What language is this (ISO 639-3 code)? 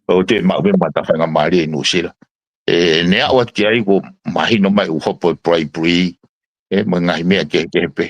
ton